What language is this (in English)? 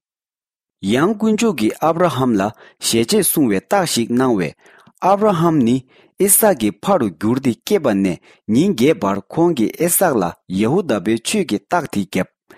Tibetan